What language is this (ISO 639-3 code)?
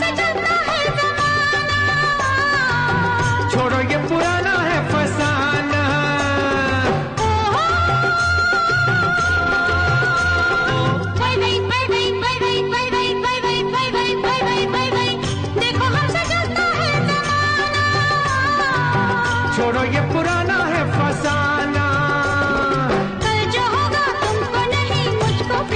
hin